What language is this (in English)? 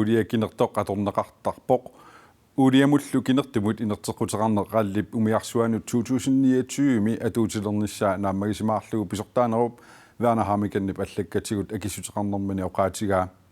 Kalaallisut